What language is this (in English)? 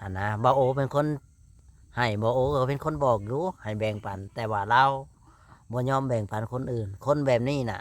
Lao